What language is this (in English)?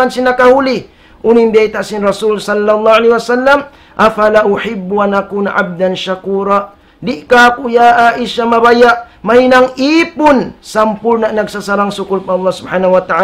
Tausug